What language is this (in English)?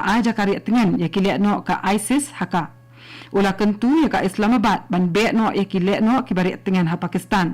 Khasi